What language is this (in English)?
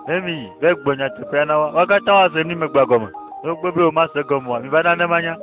Ewe